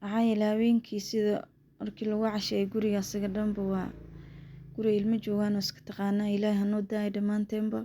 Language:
Somali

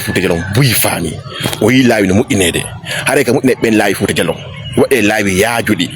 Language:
Fula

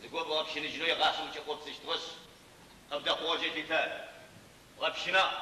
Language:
Adyghe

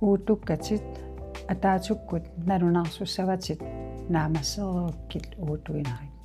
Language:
Kalaallisut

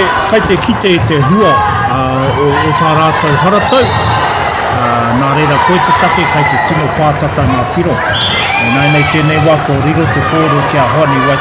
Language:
Māori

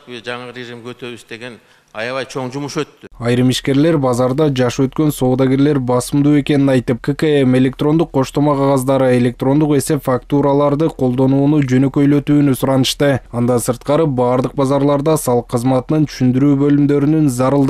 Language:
Kyrgyz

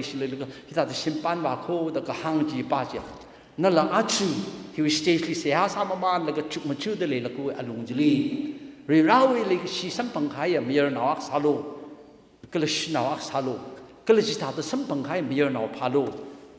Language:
Tangkhul Naga (India)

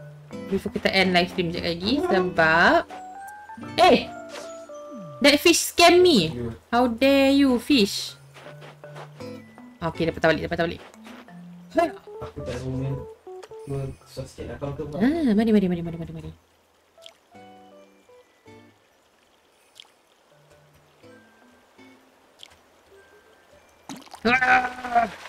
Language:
Malay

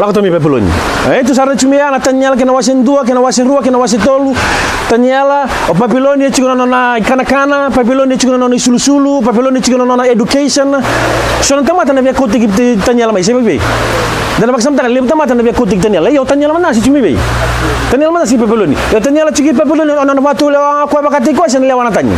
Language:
Fijian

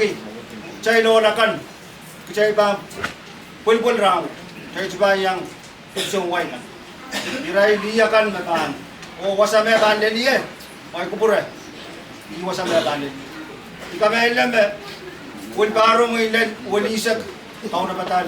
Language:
Pohnpeian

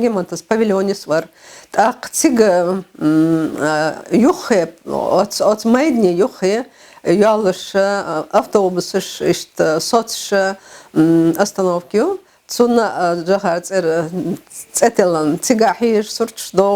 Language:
Chechen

